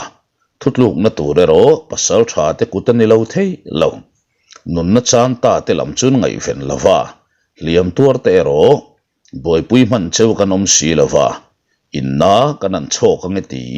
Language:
Mizo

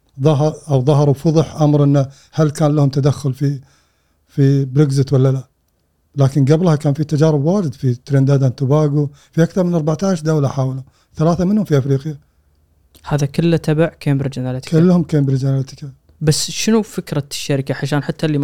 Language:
Gulf Arabic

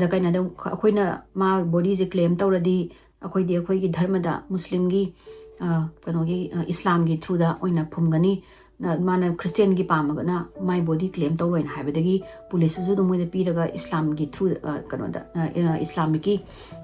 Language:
Manipuri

